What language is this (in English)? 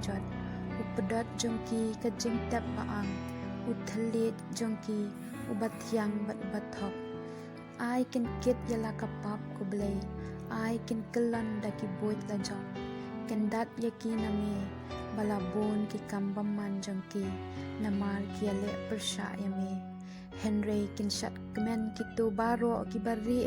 Khasi